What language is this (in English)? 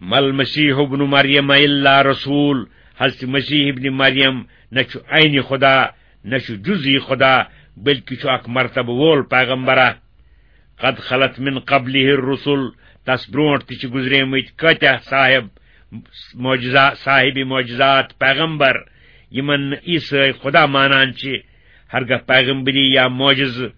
Kashmiri